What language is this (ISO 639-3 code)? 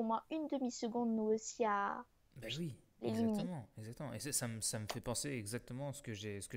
fra